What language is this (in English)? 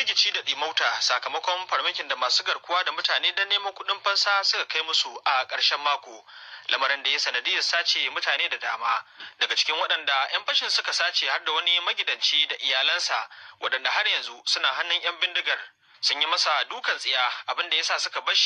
Hausa